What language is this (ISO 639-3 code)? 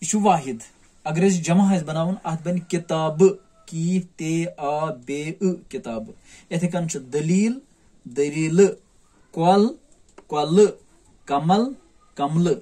kas